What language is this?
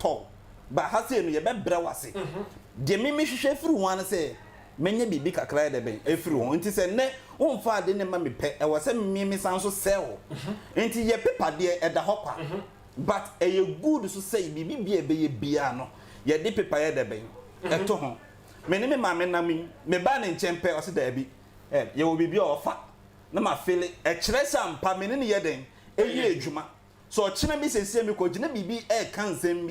Akan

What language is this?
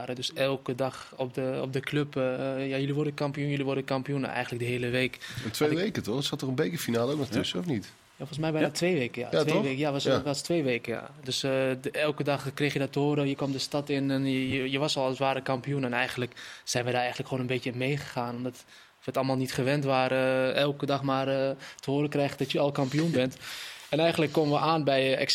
Dutch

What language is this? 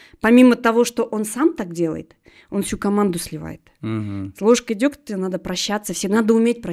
Russian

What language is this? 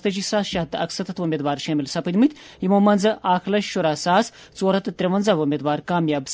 Kashmiri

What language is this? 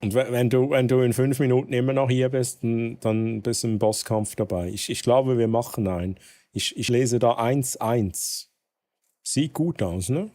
Swiss German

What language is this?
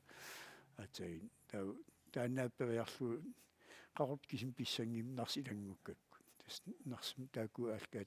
Kalaallisut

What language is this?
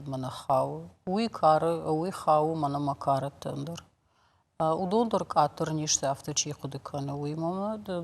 Ossetic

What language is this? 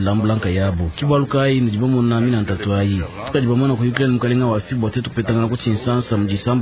Luba-Lulua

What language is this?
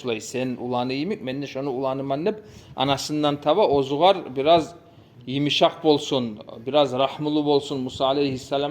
Kumyk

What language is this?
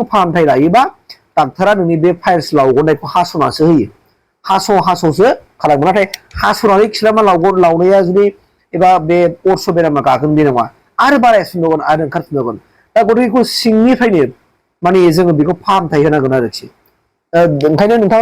Bodo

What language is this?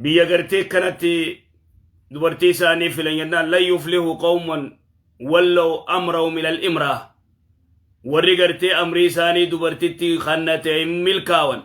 Oromo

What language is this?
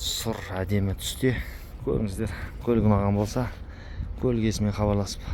Kazakh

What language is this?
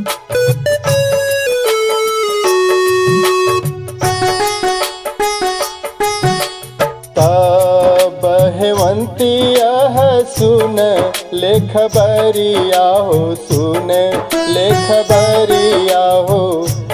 Bhojpuri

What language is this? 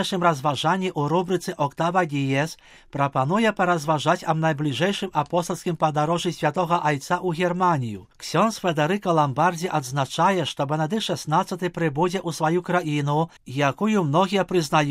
Belarusian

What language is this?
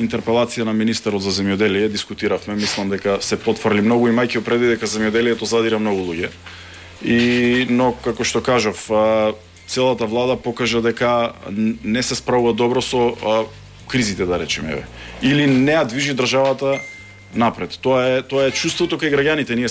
Macedonian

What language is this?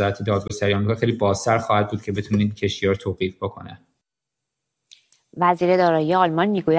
Persian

